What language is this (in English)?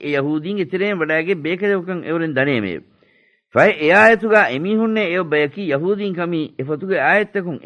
Divehi